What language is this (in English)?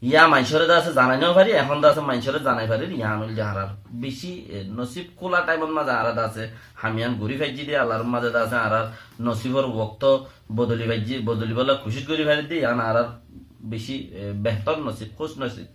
Rohingya